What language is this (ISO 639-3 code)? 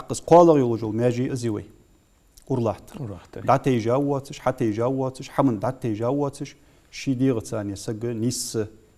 inh